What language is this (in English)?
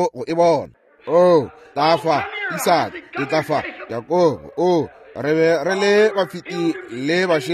Northern Sotho